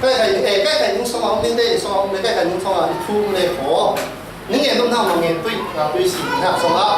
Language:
Falam Chin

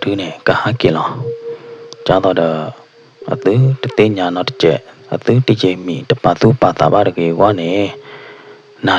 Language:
S'gaw Karen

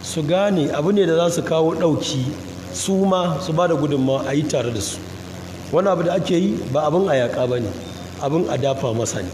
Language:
Hausa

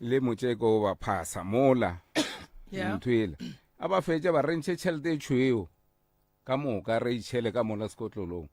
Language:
Northern Sotho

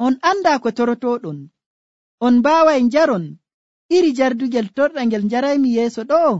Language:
Nigerian Fulfulde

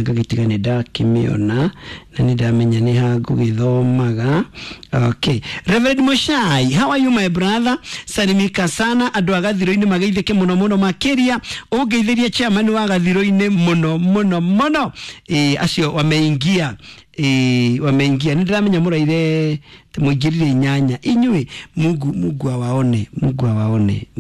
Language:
Kikuyu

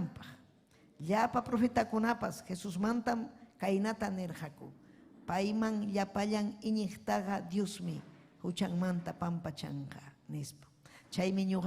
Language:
Ayacucho Quechua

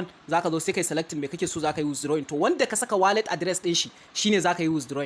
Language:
Hausa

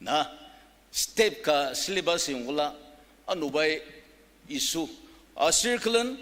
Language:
Ao Naga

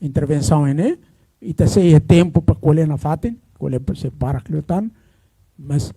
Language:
Tetum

